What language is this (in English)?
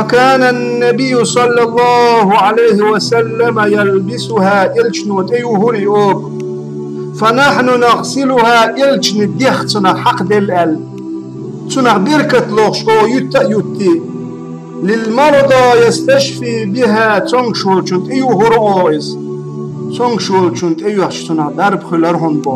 Chechen